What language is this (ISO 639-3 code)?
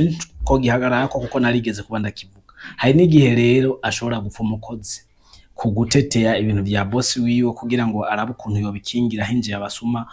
run